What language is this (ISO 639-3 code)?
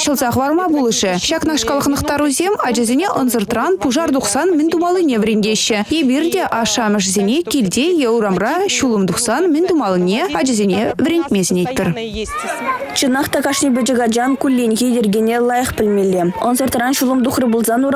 chv